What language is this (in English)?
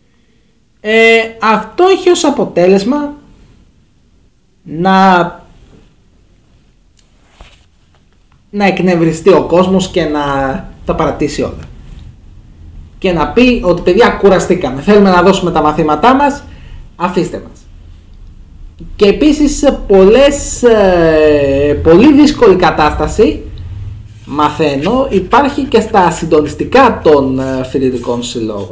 Greek